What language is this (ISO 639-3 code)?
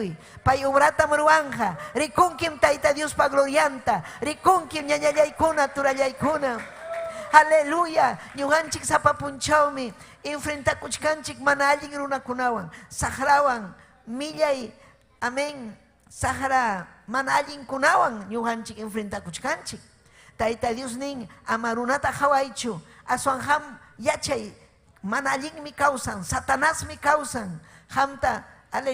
quy